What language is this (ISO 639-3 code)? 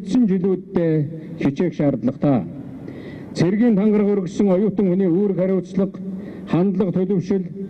mon